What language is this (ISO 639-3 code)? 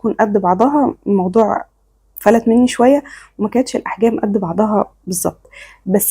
arz